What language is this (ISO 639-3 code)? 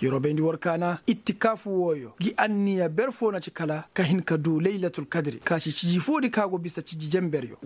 ses